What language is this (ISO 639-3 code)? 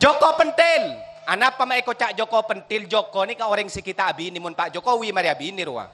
mad